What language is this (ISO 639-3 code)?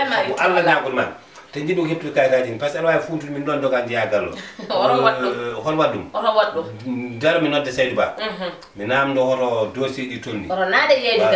ful